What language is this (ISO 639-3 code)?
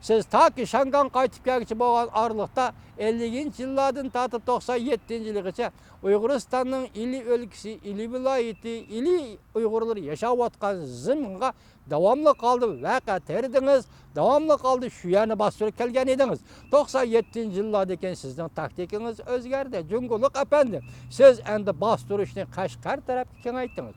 uig